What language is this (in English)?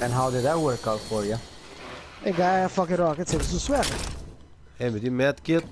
Papiamento